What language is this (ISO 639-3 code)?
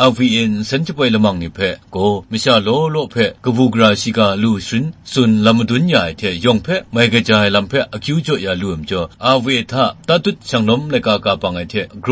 kac